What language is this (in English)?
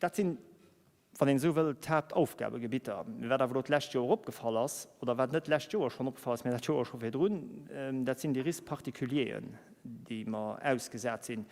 Luxembourgish